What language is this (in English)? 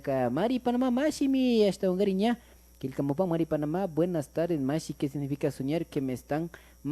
Imbabura Highland Quichua